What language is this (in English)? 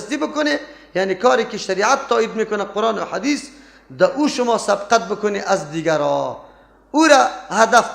Persian